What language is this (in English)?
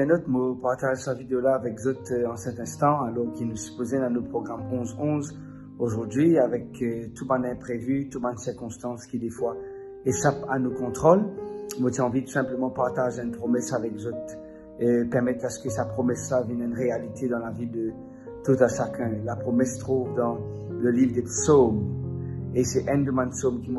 Morisyen